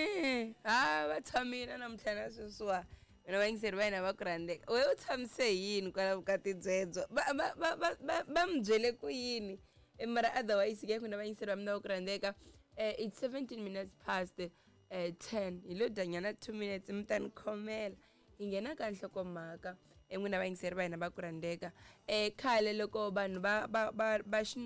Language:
Tsonga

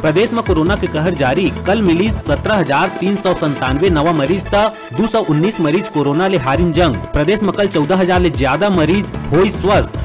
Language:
Chhattisgarhi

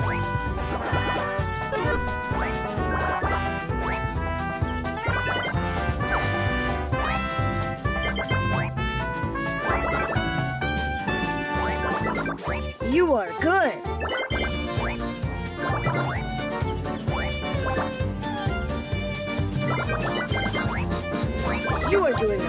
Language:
English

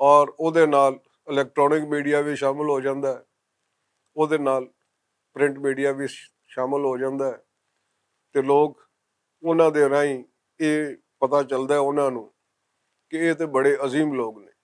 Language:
Western Panjabi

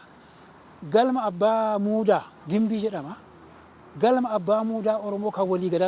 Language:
Oromo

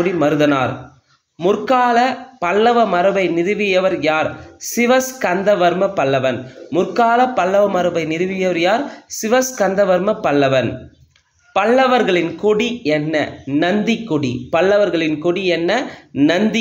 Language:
Tamil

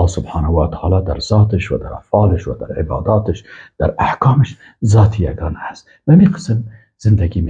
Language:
Persian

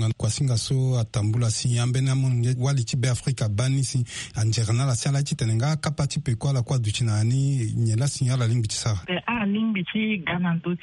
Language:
Sango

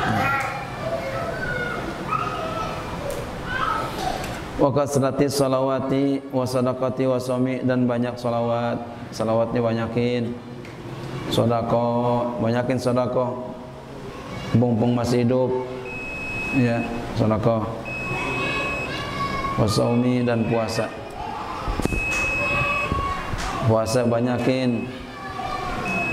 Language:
Indonesian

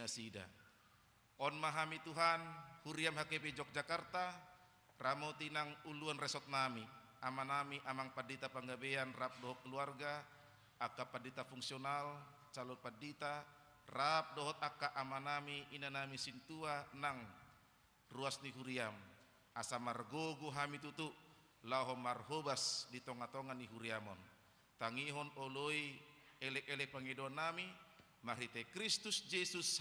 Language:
Batak Toba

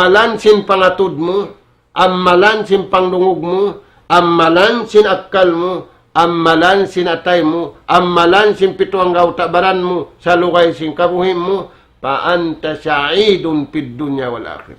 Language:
Tausug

